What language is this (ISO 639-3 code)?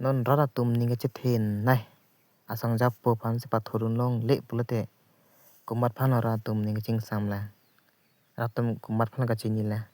mjw